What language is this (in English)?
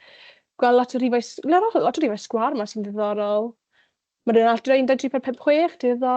Welsh